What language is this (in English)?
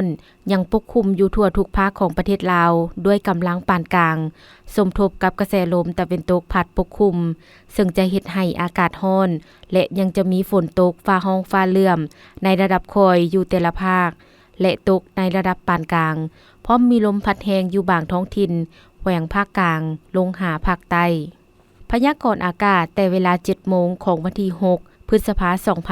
Lao